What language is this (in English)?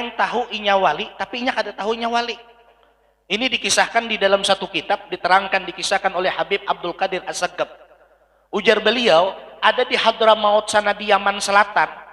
Banjar